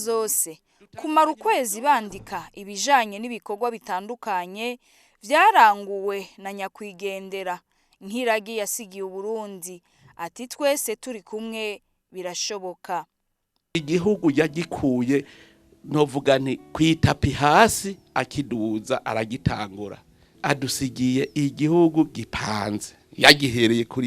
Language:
Rundi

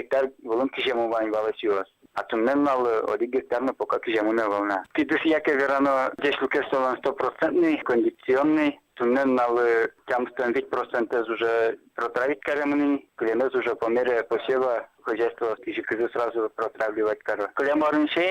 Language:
Udmurt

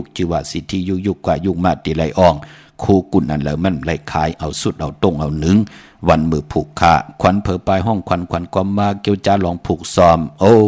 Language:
Shan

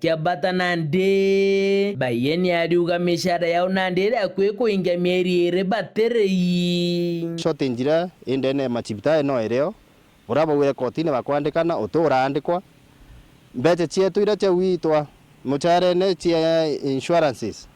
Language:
Meru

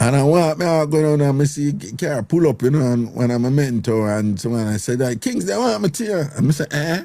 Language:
Jamaican Creole English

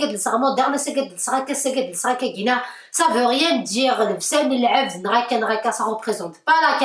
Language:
Kabyle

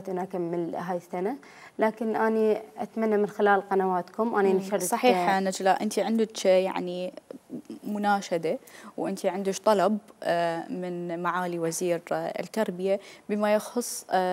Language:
Mesopotamian Arabic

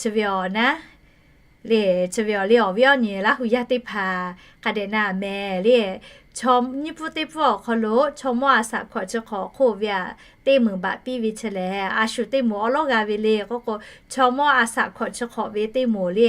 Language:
Lahu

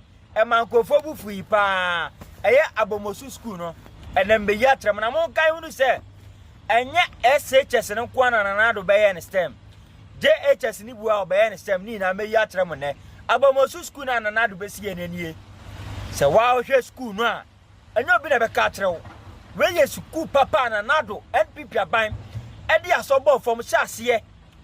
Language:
Akan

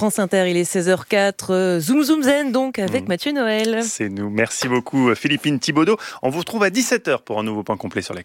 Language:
French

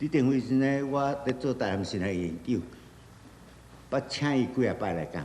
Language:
Min Nan Chinese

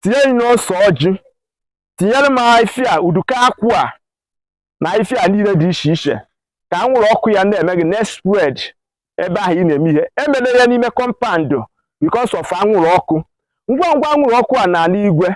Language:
Igbo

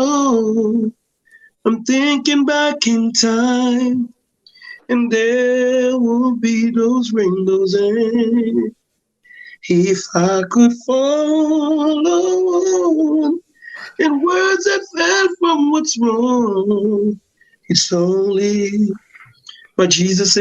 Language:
Jamaican Creole English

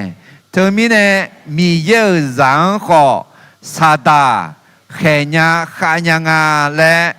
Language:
Akha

